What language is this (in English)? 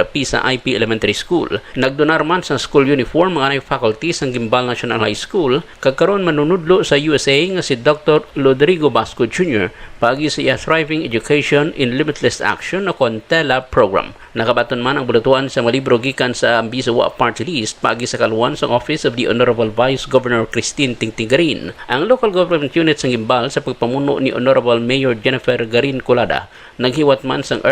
Hiligaynon